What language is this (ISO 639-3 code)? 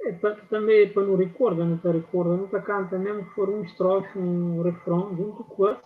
kea